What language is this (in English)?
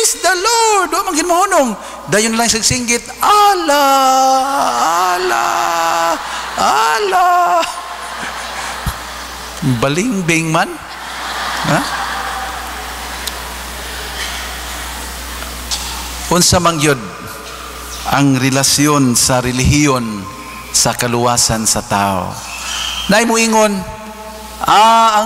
Cebuano